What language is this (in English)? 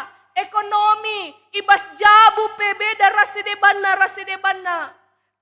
Batak Karo